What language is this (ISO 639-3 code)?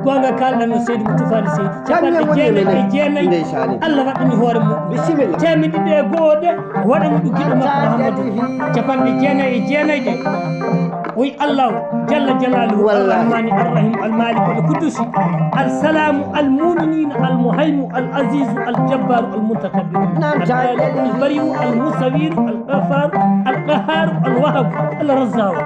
ffm